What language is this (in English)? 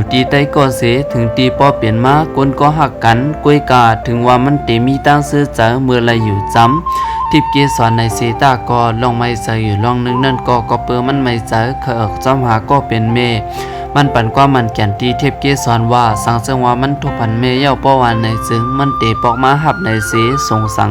Shan